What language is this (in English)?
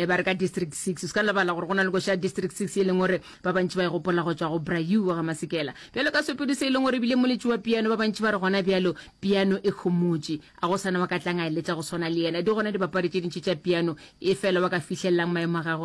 Northern Sotho